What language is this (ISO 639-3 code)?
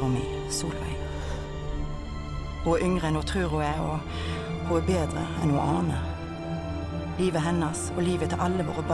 nor